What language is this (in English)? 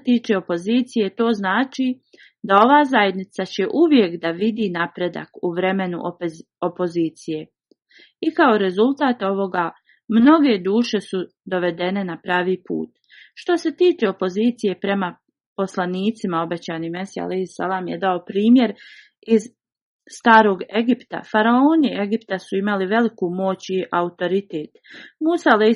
Bosnian